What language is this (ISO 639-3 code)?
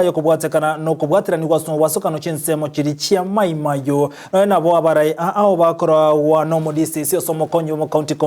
guz